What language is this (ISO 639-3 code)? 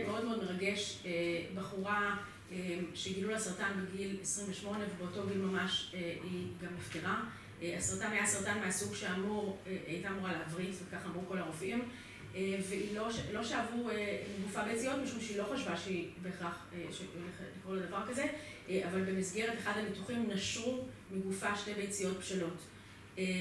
heb